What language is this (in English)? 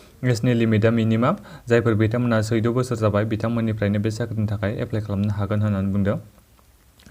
Bodo